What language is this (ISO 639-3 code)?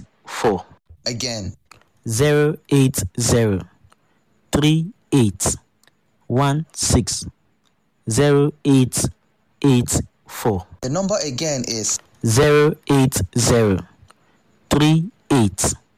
eng